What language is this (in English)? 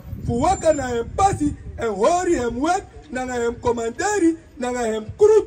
Sranan Tongo